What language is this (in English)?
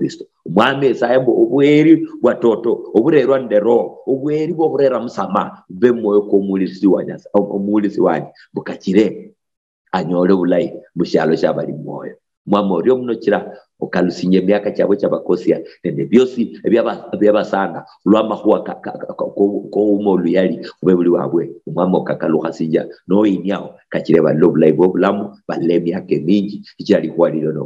Luyia